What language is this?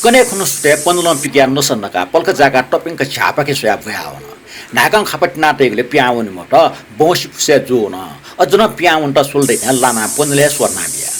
Newari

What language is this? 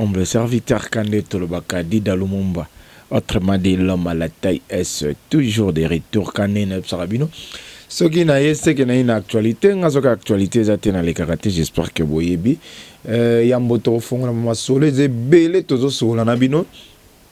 Lingala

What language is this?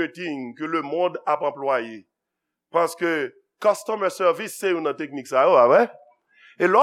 Haitian Creole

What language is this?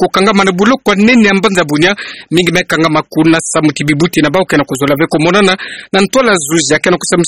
Kituba (Democratic Republic of Congo)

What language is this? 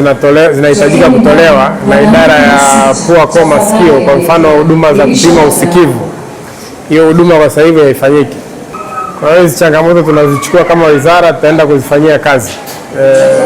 Swahili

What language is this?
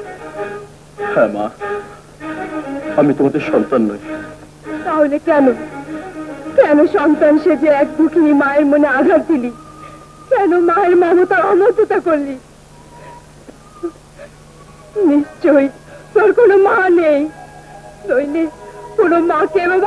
Bangla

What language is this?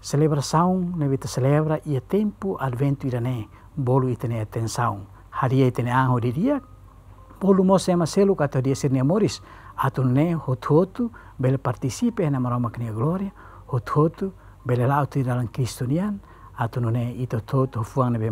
Tetum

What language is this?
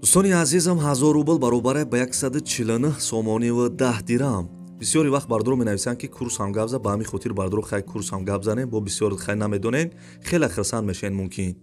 Tajik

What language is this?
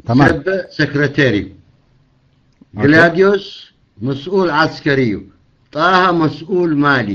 Tigrinya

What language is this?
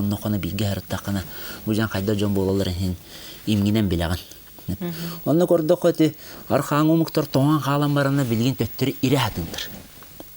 Yakut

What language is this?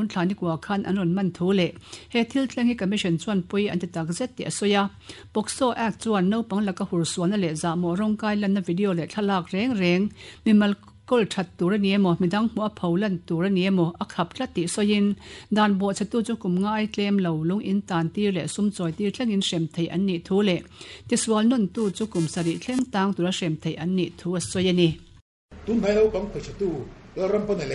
Mizo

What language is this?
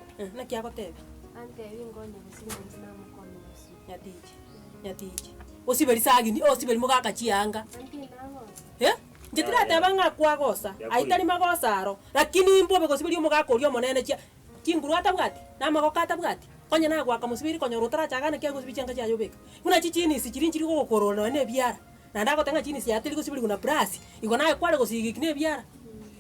Gusii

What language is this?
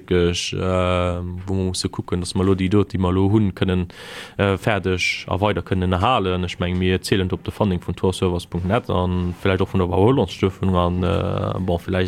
Luxembourgish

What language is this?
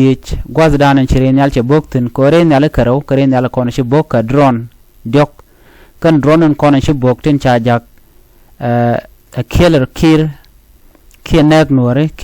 Nuer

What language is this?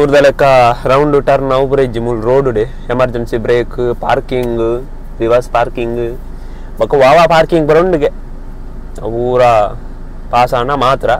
Tulu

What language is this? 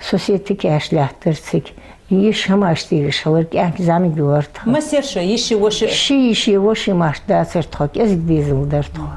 Ingush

